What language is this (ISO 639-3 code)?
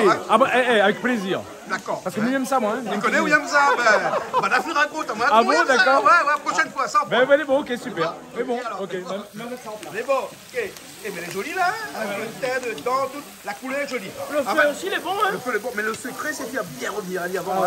rcf